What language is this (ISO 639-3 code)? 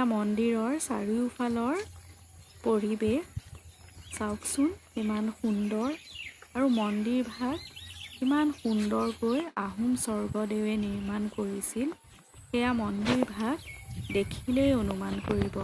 asm